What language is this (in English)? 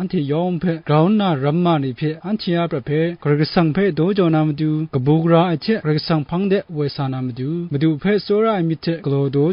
Kachin